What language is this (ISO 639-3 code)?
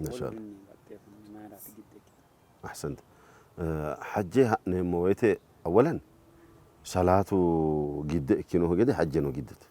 sid